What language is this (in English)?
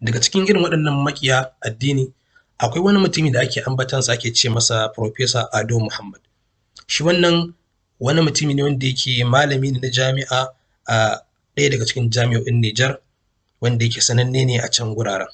Hausa